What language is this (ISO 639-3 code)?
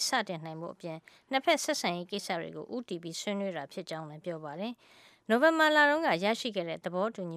mya